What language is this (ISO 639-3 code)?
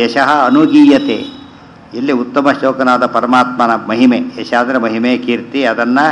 kan